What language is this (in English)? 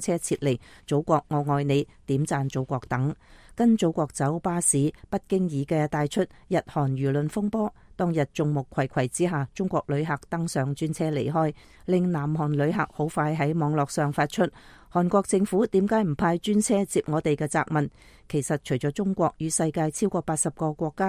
Cantonese